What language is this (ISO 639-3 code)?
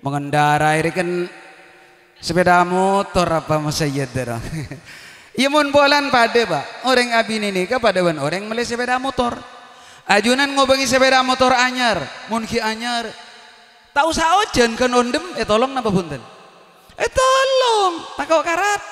mad